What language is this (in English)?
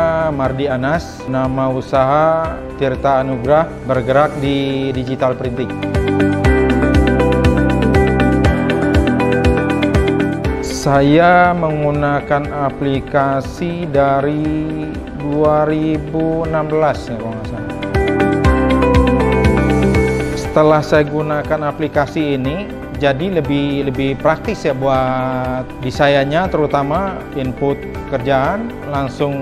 Indonesian